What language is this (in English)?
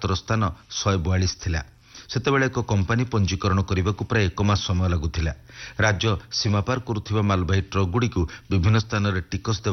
Odia